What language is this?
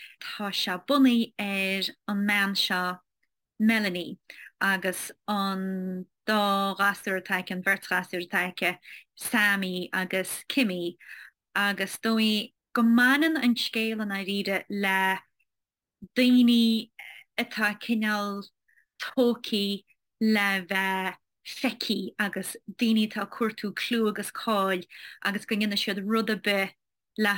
Irish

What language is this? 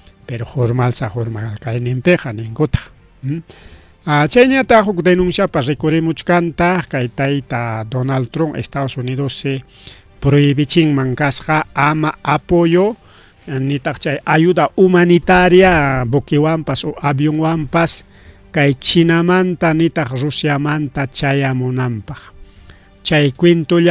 Ayacucho Quechua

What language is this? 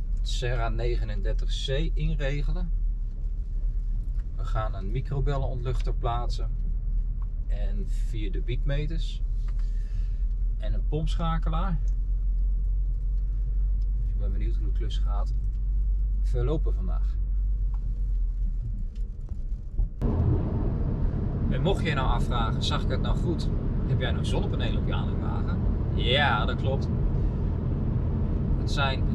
Dutch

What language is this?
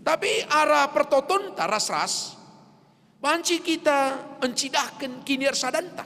Batak Karo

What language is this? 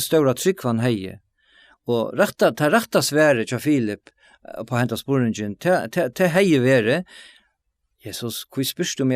Faroese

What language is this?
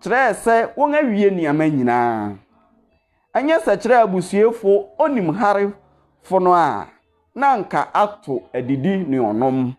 Akan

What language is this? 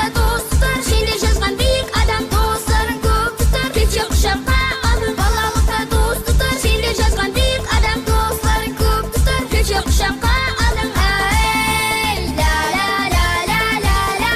Kara-Kalpak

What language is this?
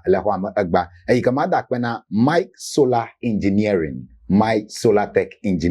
Ewe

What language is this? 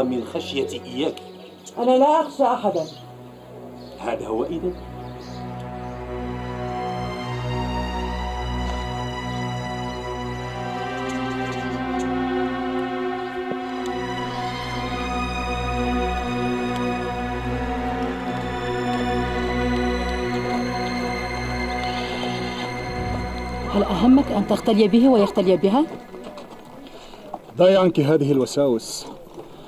Arabic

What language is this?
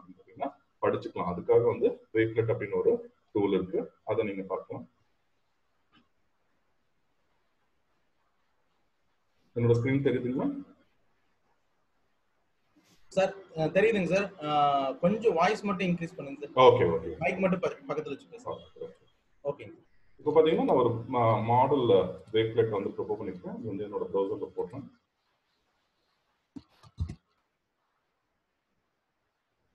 Tamil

